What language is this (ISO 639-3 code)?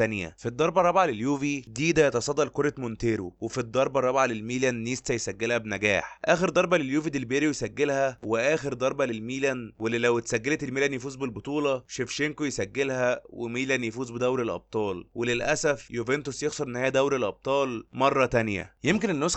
arz